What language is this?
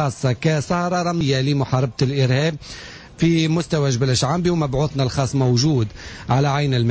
Tunisian Arabic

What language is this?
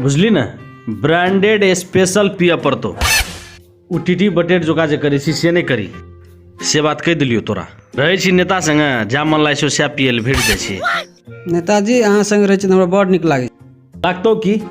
Maithili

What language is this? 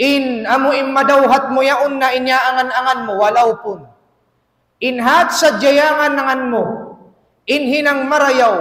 Tausug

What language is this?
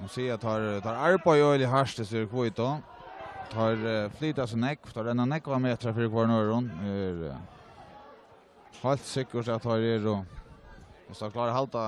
Faroese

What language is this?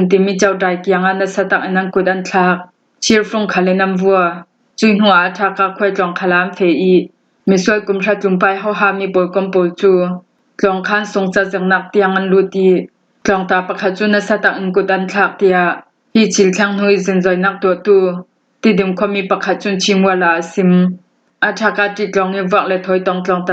Hakha Chin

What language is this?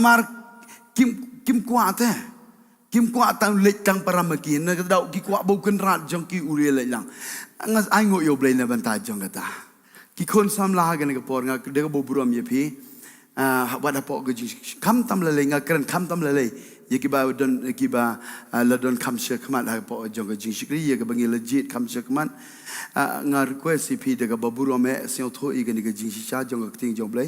Khasi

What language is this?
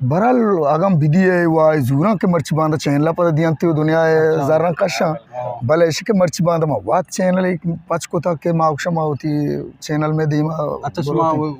Eastern Balochi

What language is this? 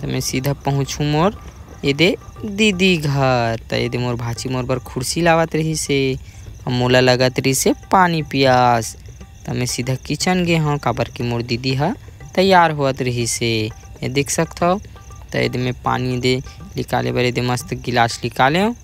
Chhattisgarhi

